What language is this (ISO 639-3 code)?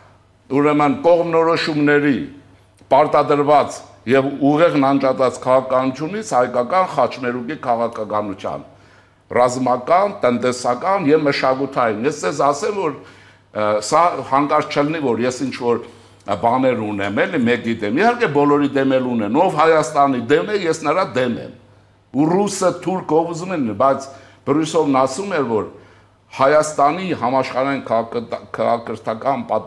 hye